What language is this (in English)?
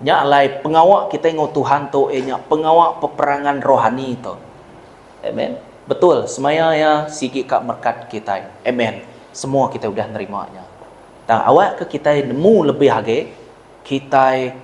Iban